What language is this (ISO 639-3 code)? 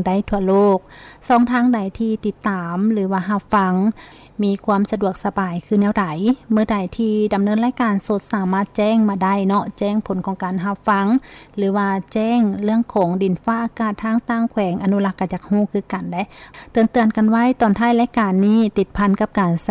lao